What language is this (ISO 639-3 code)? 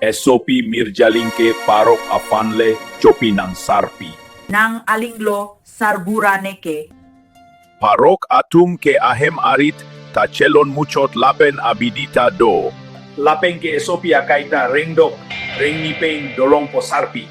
mjw